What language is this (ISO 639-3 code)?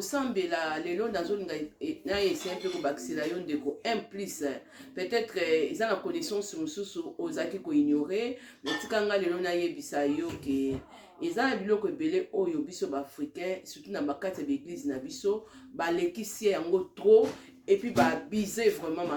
lin